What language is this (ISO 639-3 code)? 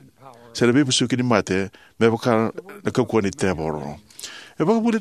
fij